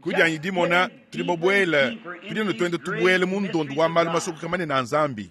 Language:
Luba-Lulua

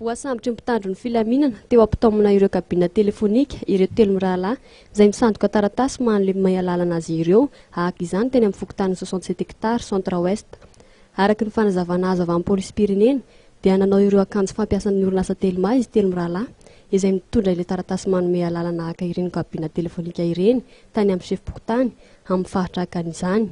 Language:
Malagasy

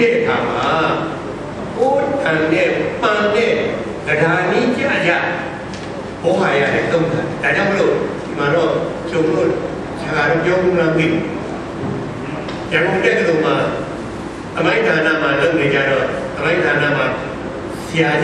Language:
Burmese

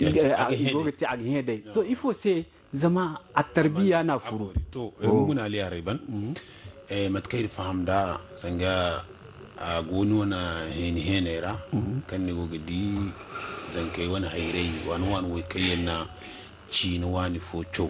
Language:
Zarma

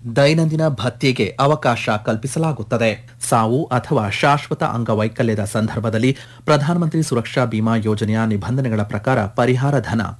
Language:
Kannada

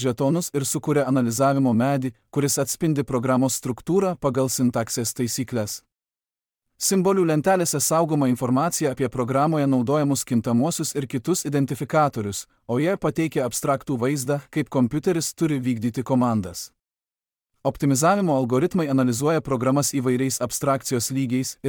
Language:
Lithuanian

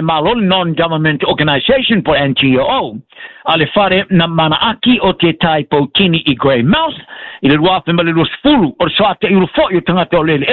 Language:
Samoan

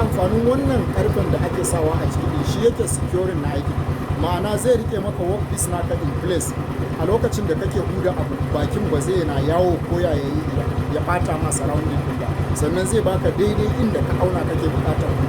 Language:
Hausa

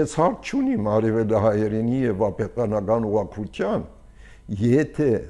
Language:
Armenian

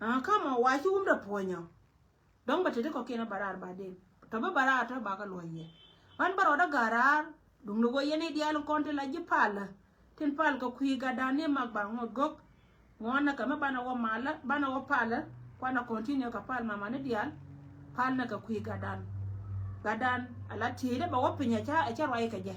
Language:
Nuer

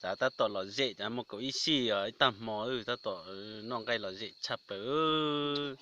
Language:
Hmong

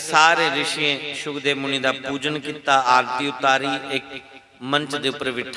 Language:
Dogri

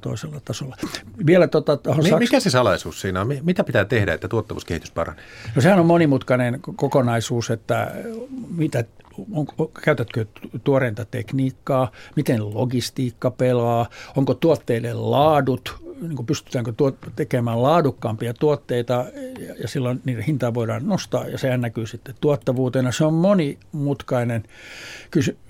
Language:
Finnish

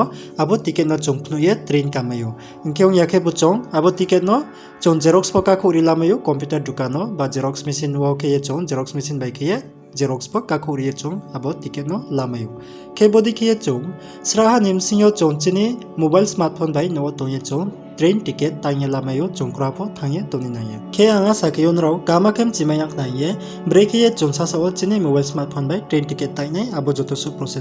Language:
Riang (India)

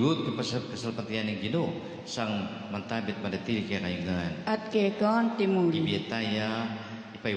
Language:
Pampanga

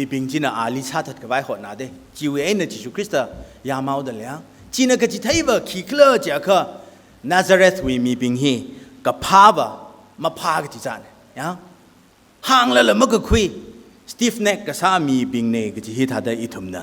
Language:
Tangkhul Naga (India)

